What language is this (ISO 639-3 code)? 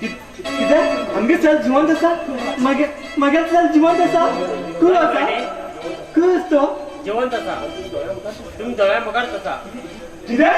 kok